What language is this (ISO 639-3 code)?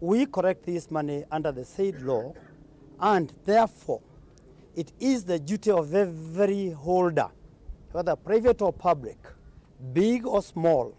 kam